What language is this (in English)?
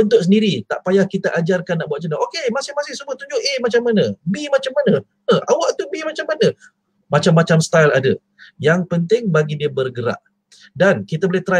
Malay